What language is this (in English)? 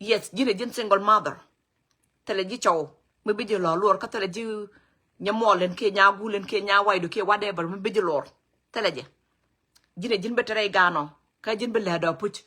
Nuer